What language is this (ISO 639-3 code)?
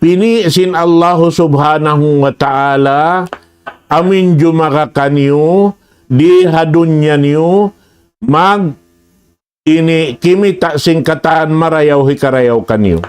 tsg